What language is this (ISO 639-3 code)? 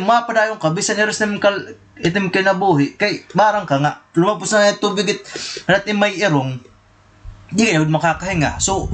war